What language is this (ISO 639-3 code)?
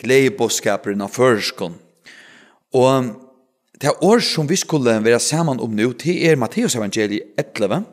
fao